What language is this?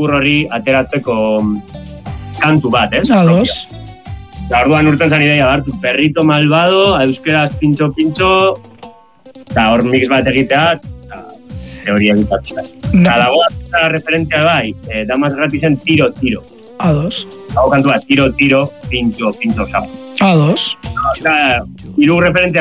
Basque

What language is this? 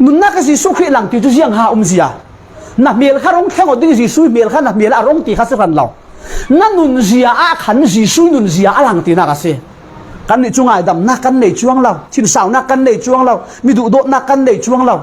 Falam Chin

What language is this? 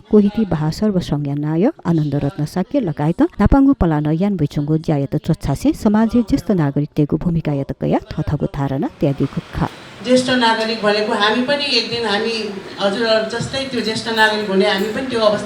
Newari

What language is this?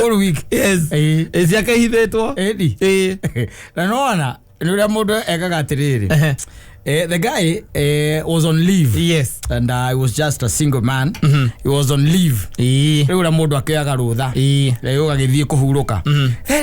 Kikuyu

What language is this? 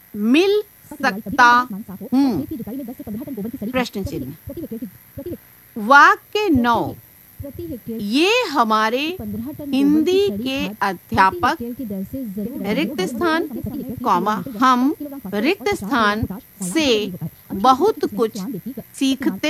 Hindi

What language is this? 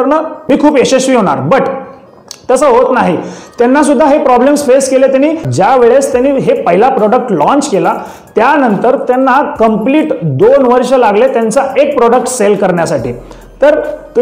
Marathi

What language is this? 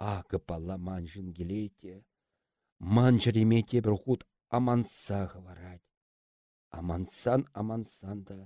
Chuvash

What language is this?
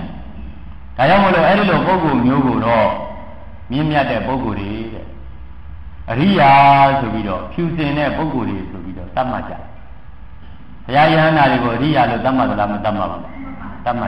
Burmese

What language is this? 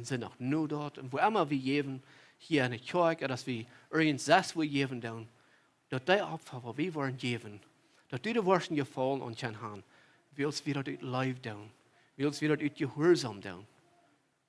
Plautdietsch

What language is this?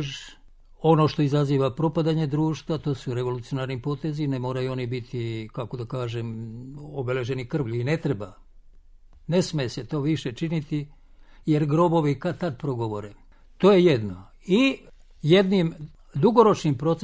Serbian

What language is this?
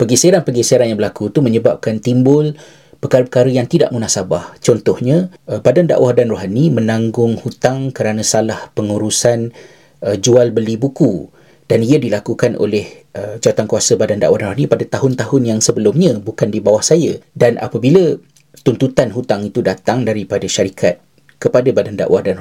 Malay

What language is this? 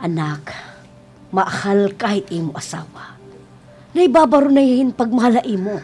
Waray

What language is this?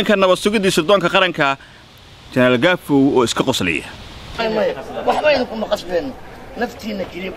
Somali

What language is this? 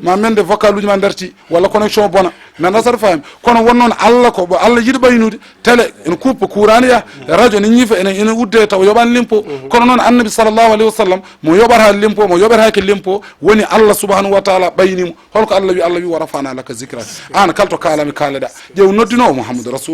Fula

